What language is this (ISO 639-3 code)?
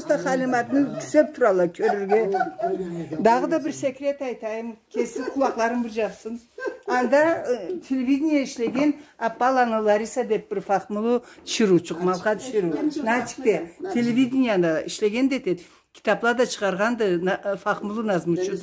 krc